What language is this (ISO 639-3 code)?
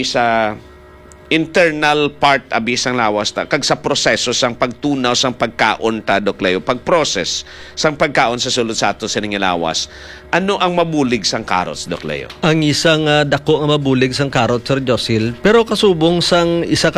hil